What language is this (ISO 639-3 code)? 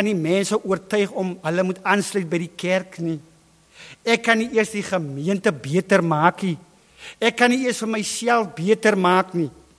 afr